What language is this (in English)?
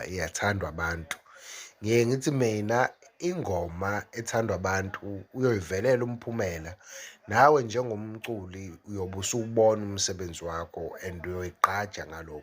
Zulu